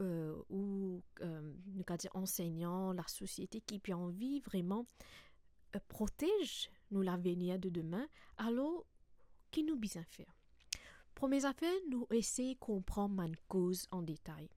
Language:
Morisyen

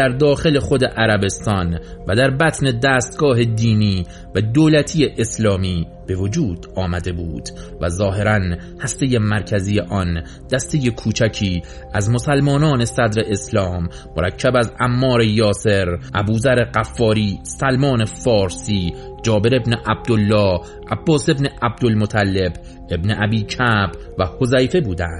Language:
Persian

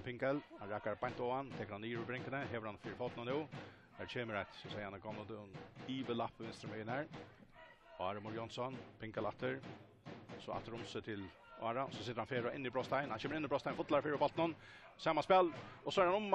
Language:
Faroese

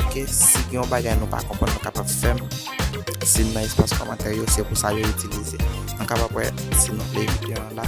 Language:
Haitian Creole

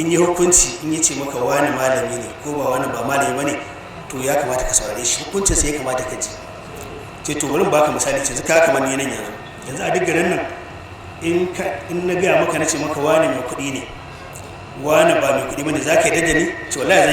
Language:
Hausa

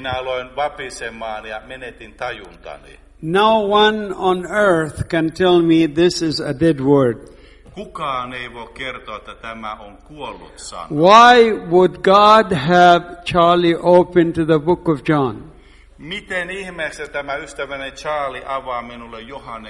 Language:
Finnish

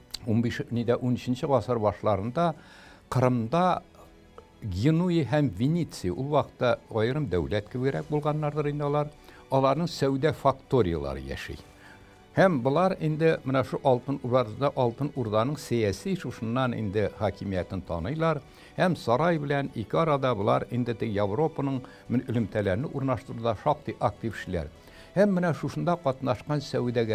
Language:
Tatar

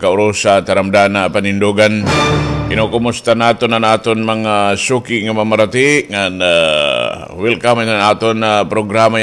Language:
Waray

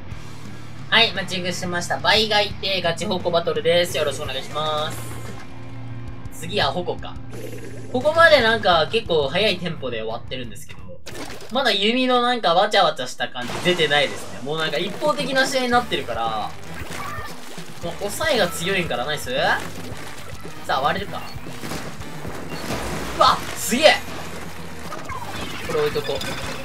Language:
Japanese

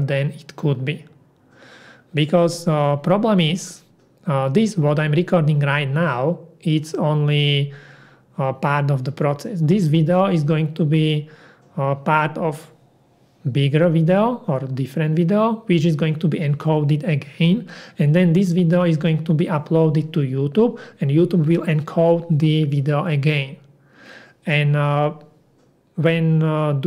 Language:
English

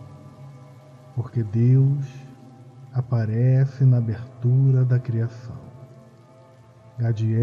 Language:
Portuguese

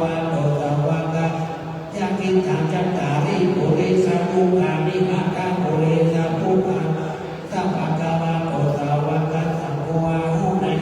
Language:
Pali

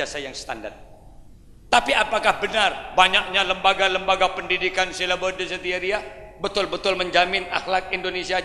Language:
Madurese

